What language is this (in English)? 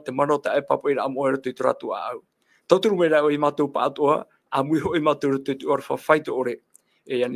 Tahitian